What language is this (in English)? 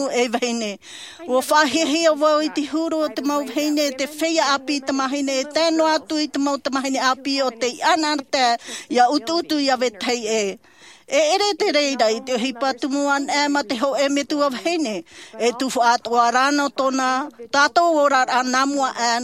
Tahitian